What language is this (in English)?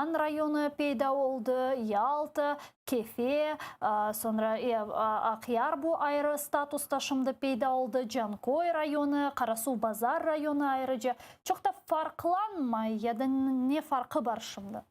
Crimean Tatar